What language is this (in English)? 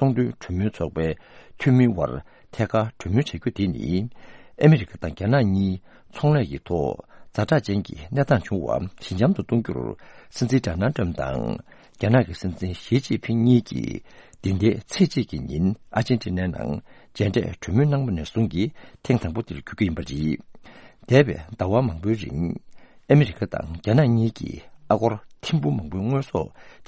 Tibetan